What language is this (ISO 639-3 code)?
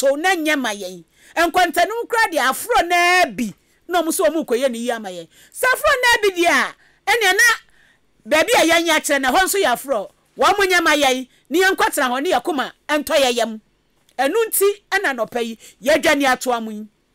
aka